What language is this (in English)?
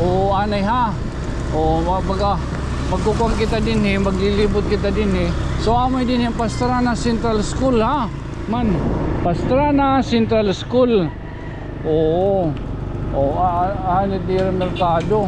Waray